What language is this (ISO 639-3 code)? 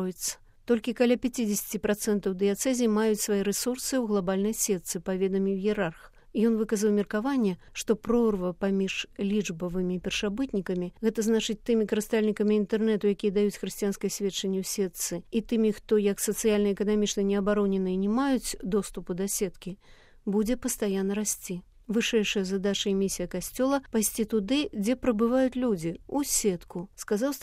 bel